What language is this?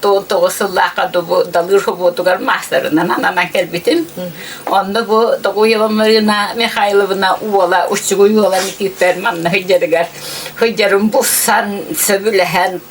Yakut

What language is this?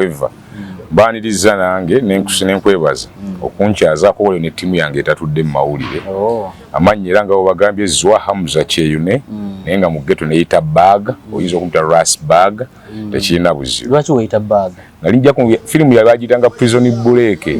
Ganda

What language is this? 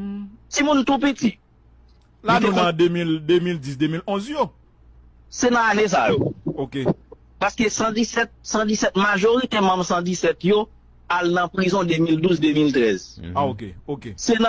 Haitian Creole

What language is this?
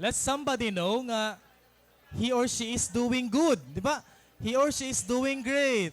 Waray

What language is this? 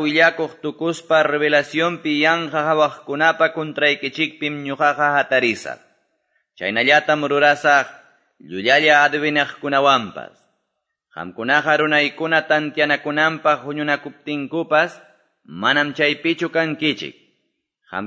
Quechua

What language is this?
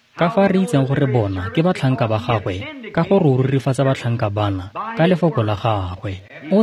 Tswana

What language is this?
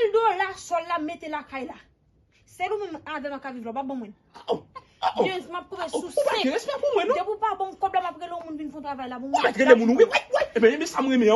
Haitian Creole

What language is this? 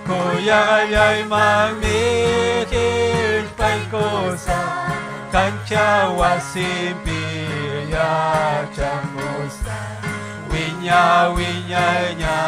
Ayacucho Quechua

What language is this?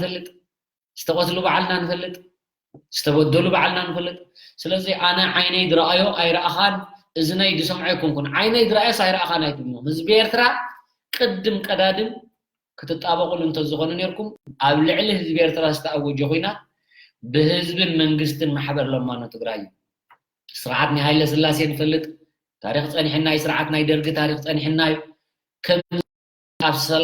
Tigrinya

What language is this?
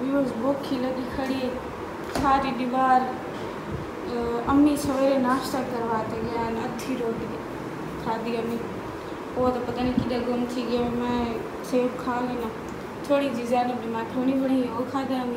Saraiki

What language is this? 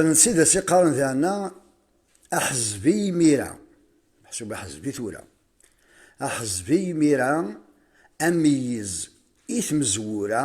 Kabyle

